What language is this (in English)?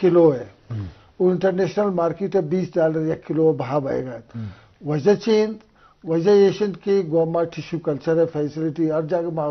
Eastern Balochi